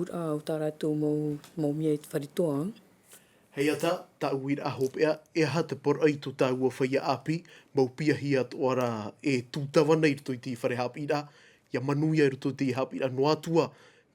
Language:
Tahitian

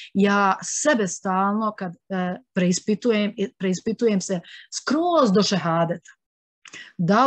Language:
Bosnian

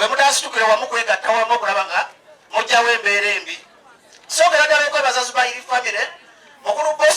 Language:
Ganda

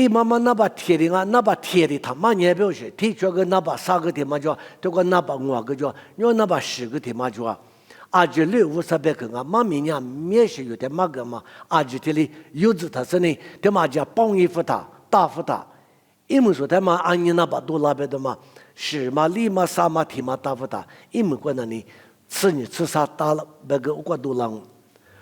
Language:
Lisu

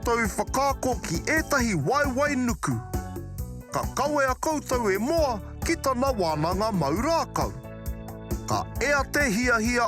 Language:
Māori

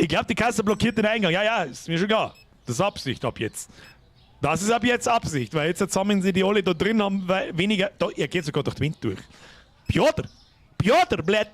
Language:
Bavarian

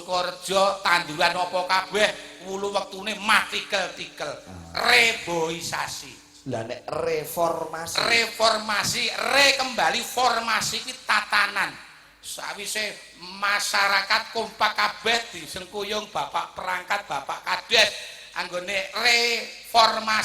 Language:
Javanese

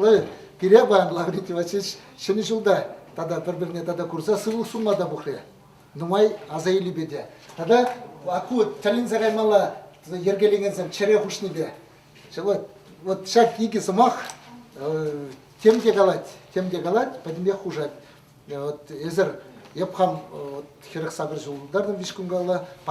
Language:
Chuvash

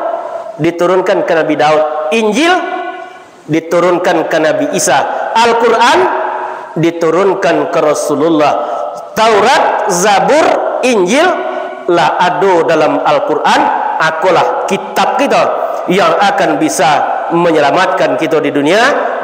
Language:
Minangkabau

